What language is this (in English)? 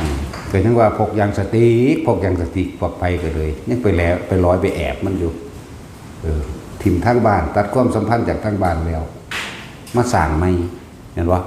Northeastern Thai